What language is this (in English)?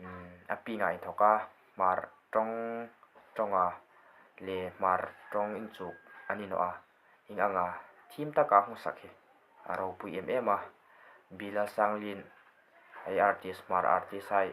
Hmar